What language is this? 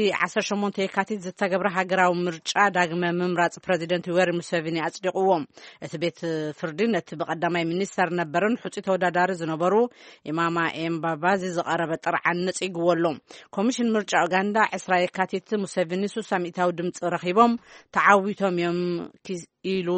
Tigrinya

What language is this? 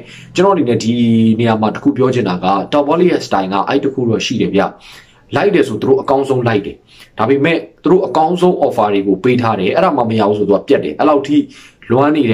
Burmese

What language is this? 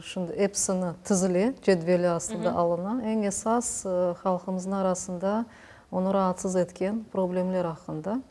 Crimean Tatar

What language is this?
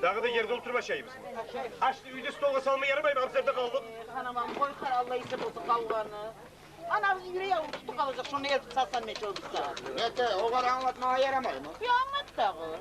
Kumyk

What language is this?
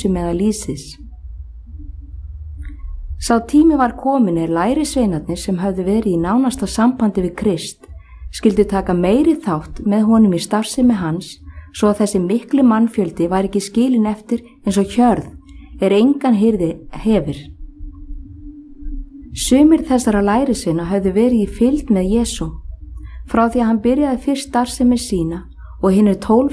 Icelandic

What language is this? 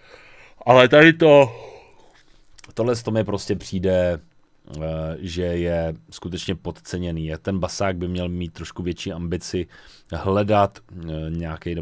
Czech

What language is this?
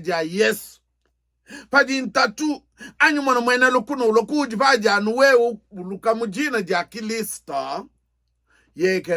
Luba-Lulua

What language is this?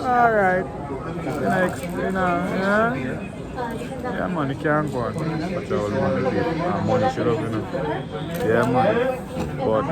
Jamaican Creole English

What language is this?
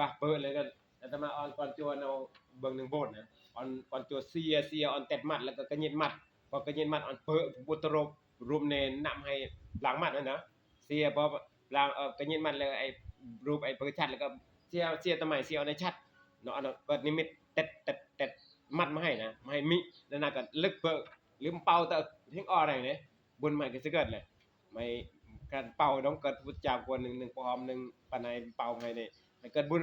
Northeastern Thai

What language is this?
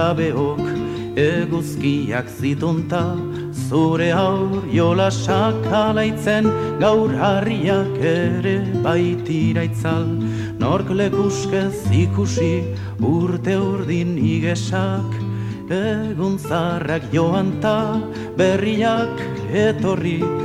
Basque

